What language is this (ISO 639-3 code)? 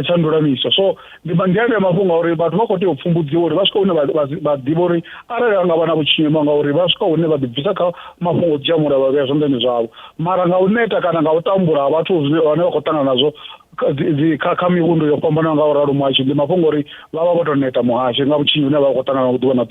ven